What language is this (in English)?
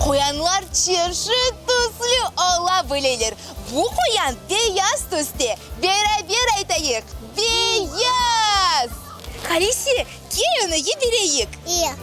Crimean Tatar